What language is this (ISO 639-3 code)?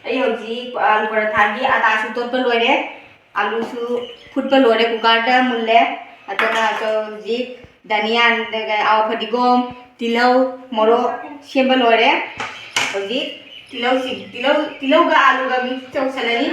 mni